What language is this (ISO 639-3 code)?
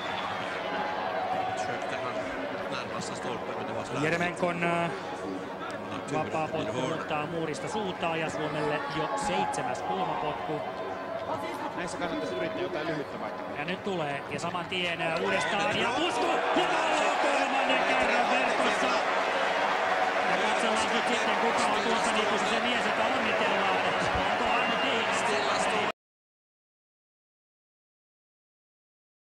fin